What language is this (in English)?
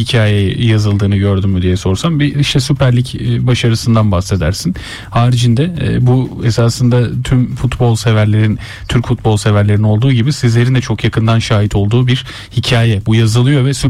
Turkish